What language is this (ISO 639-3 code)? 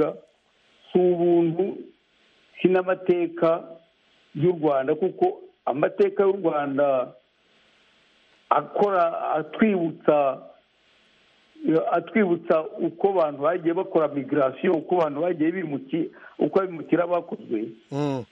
kin